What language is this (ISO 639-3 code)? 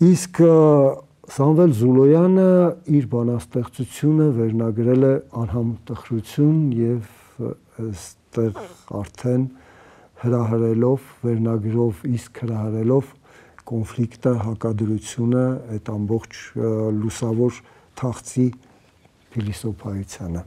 hye